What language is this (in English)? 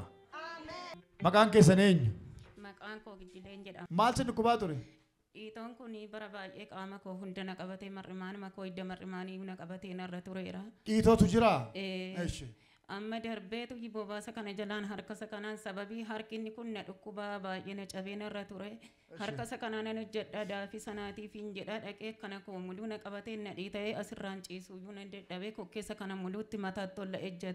Oromo